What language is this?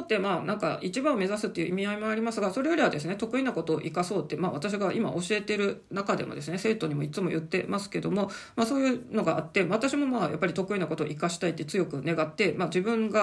Japanese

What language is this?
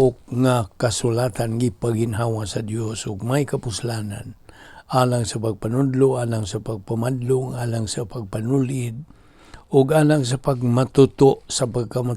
Cebuano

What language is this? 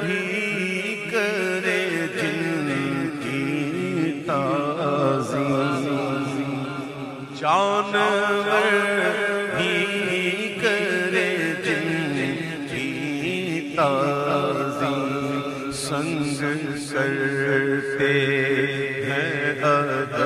Urdu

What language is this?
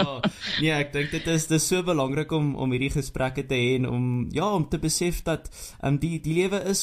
Afrikaans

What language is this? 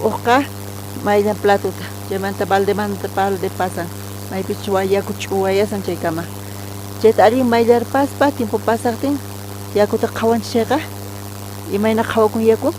South Bolivian Quechua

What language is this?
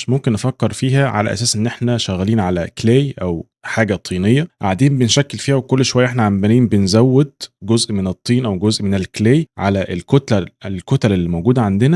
Egyptian Arabic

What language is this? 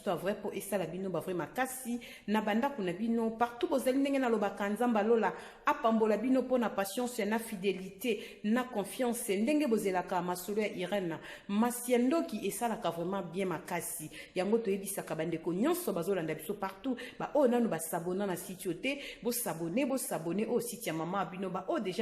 Lingala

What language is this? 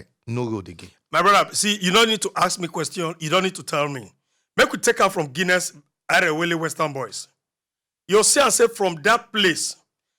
Nigerian Pidgin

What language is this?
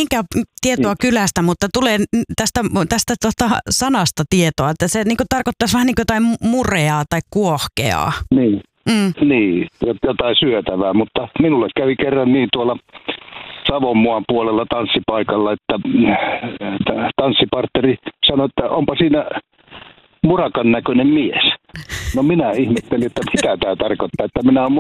Finnish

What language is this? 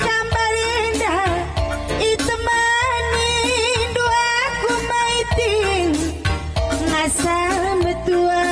Batak Karo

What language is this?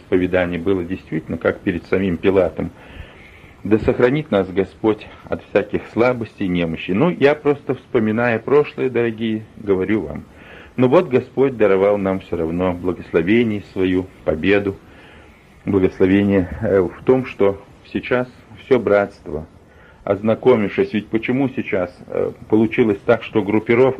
Russian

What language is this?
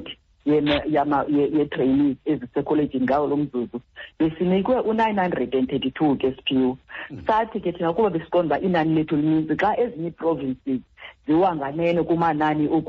Xhosa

